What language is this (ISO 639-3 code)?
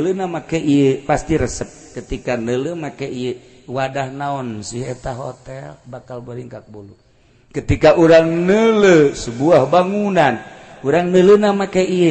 sun